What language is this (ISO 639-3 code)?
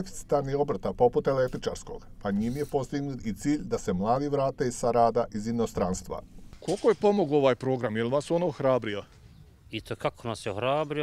bos